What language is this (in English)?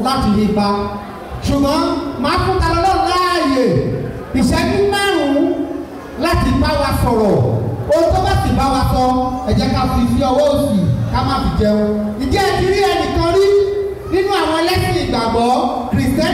Yoruba